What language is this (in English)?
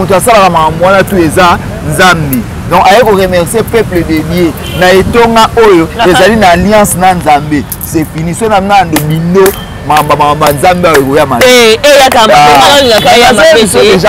Lingala